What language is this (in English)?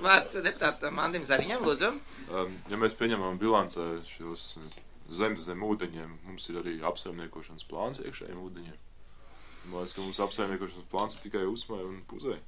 Latvian